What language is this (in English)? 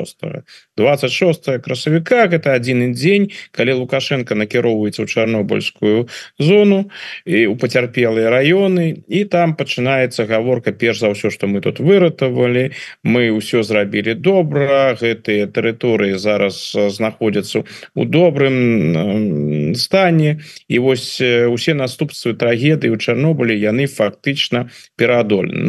Belarusian